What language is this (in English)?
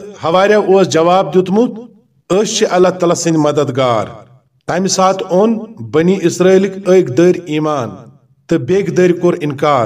Kashmiri